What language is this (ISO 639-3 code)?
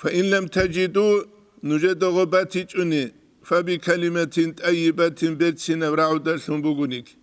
ava